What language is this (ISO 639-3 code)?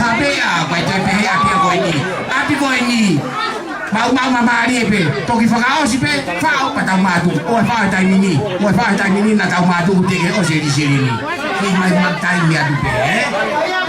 ton